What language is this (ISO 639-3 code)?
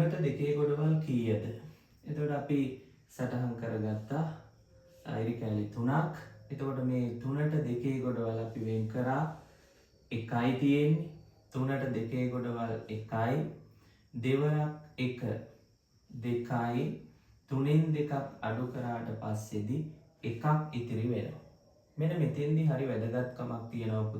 sin